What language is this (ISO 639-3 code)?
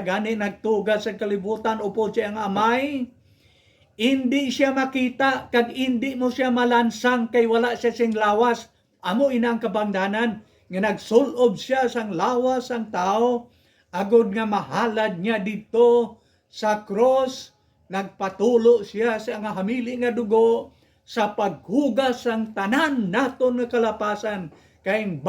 hil